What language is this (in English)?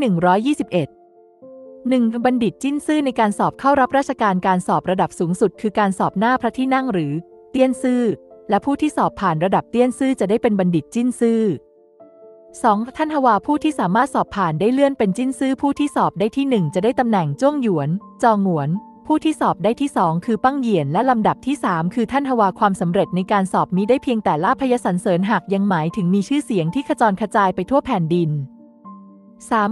Thai